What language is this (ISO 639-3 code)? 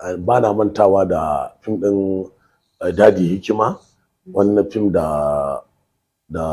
hau